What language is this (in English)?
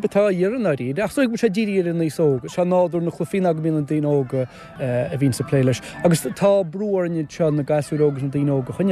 Irish